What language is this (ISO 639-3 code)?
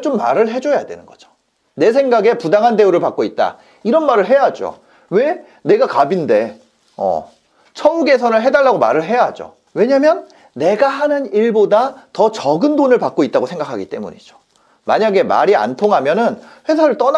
kor